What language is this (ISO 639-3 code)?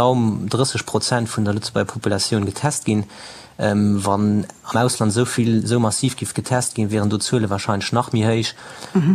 ltz